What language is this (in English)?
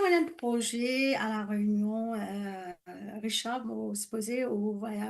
Morisyen